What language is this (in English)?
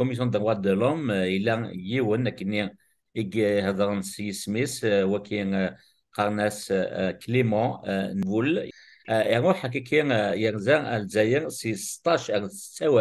Kabyle